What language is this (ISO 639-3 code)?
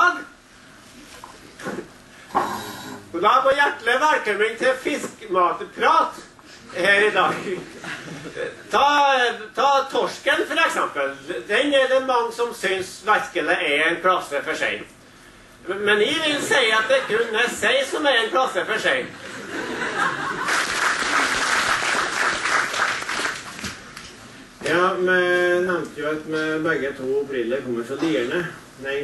nor